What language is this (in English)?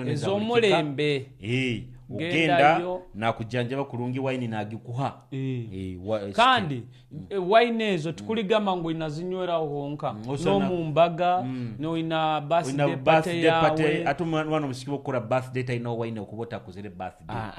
Nyoro